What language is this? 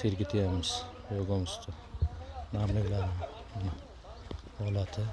Uzbek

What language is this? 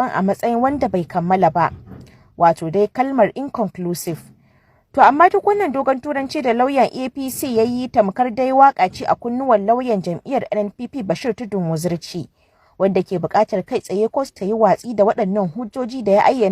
Hausa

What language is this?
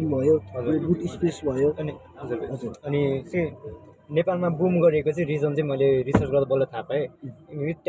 Nepali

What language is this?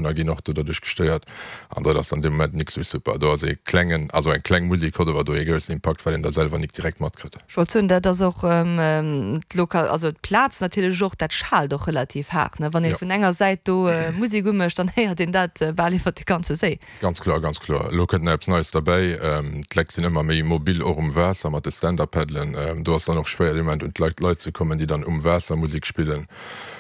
Luxembourgish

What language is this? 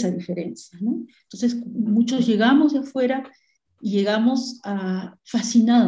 Spanish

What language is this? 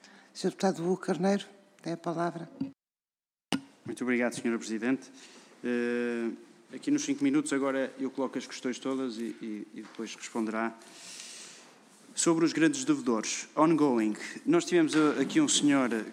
Portuguese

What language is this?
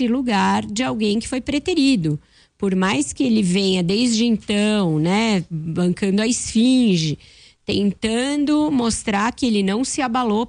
Portuguese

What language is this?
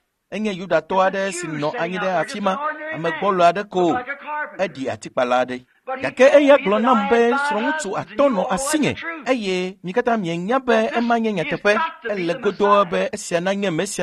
Ewe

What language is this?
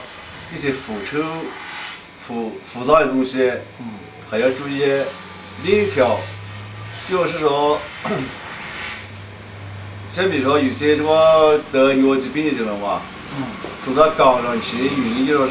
Chinese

